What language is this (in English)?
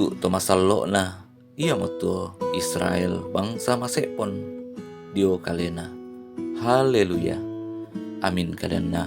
Toraja-Sa'dan